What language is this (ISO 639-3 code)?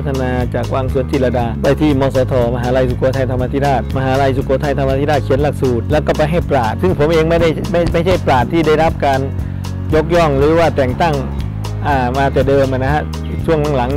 tha